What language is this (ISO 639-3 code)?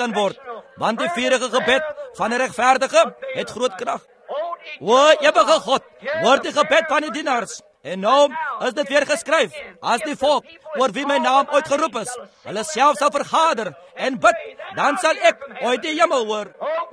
afr